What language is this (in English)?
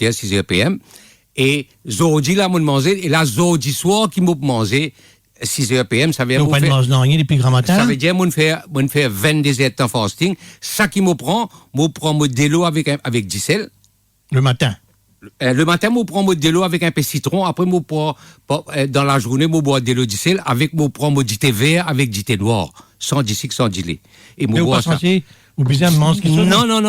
Morisyen